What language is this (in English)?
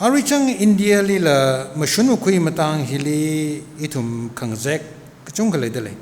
Tangkhul Naga (India)